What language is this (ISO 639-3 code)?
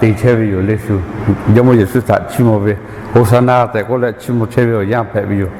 lhu